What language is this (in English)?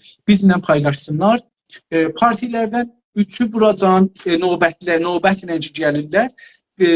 South Azerbaijani